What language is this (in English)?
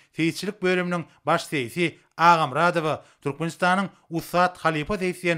Turkmen